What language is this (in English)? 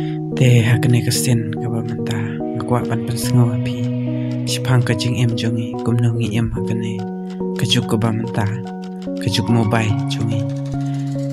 Khasi